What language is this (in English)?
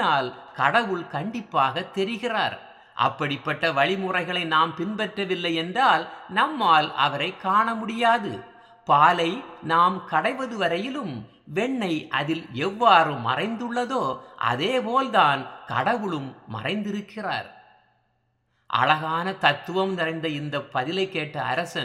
Tamil